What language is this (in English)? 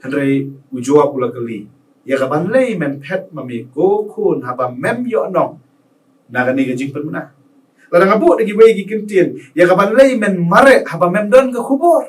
Khasi